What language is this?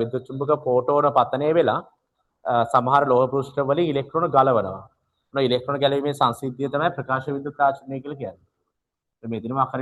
Sinhala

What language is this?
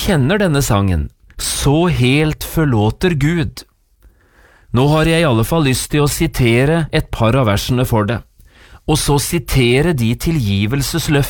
Norwegian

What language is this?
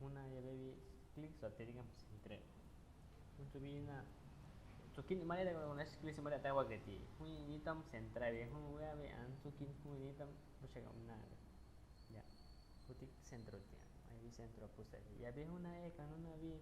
Aguaruna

